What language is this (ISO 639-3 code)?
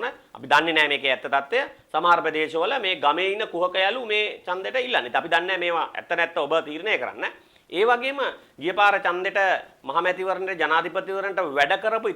sin